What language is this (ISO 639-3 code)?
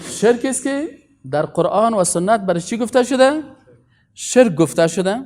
fas